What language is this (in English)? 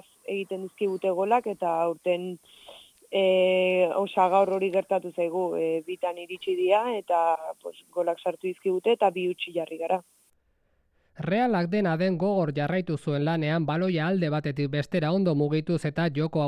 Basque